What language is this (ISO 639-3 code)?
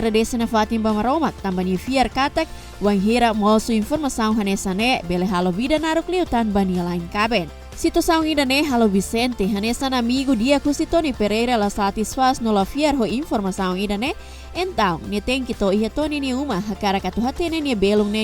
tet